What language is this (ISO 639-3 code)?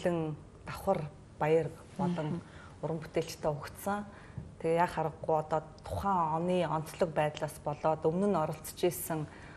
mon